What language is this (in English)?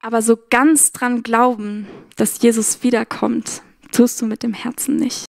Swiss German